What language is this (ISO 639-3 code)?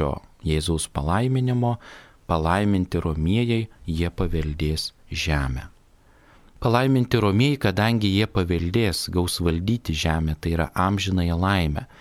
lit